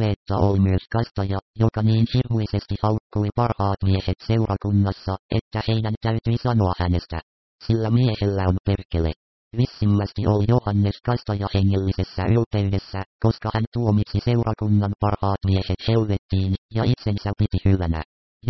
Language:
Finnish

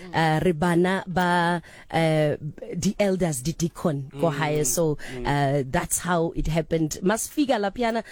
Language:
Southern Sotho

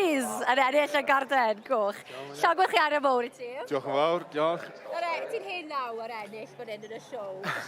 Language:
Welsh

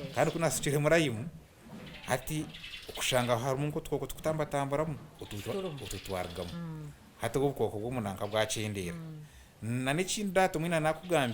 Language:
Nyankole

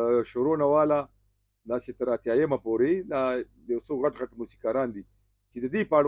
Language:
Pashto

